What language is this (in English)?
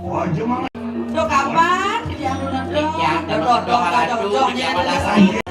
Balinese